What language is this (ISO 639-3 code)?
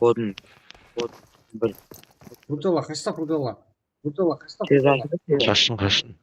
kaa